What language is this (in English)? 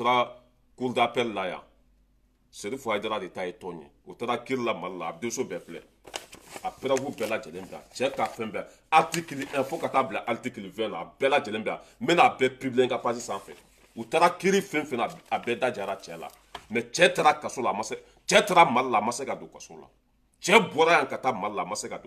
Bambara